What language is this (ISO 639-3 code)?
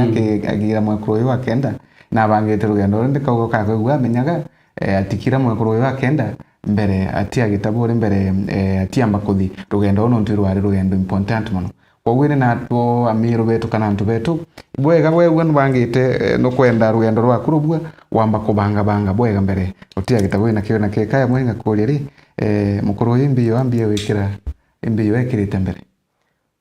mer